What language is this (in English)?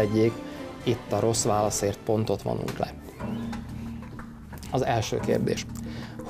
Hungarian